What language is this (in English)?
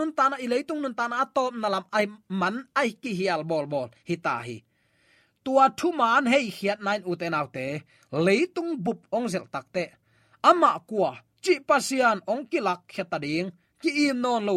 Tedim Chin